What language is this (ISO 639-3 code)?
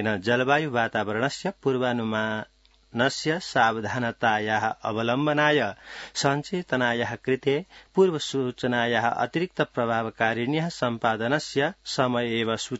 san